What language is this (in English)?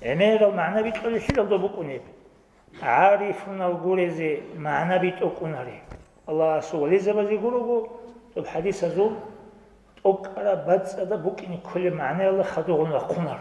Avaric